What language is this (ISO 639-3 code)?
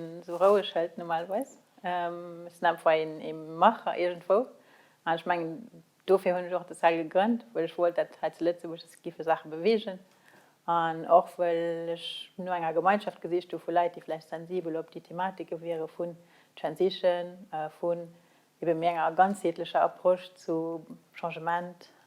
ltz